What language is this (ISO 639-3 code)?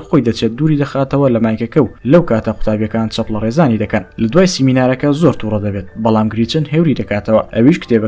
ckb